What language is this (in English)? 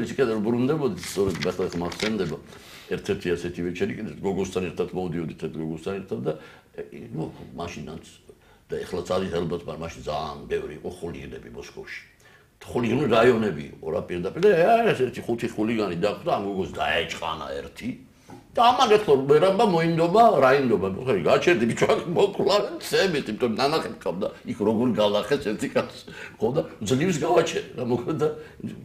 Georgian